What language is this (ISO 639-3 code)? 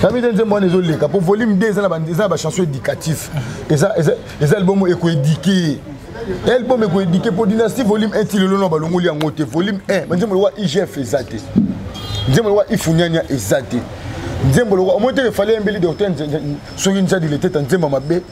lin